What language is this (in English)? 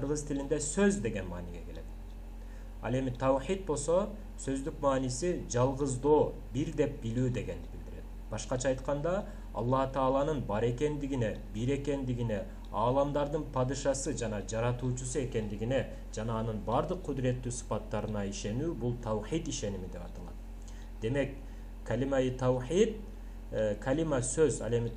Kyrgyz